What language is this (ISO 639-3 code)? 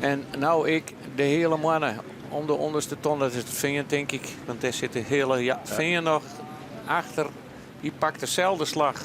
fry